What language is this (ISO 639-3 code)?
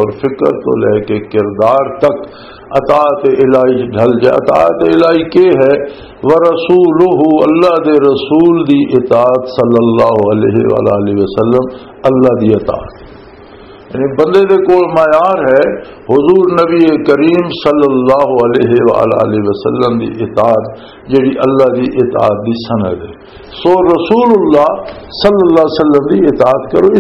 lah